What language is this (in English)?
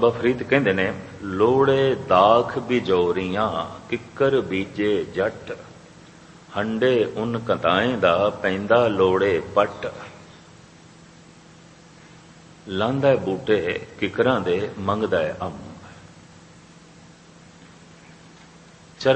Punjabi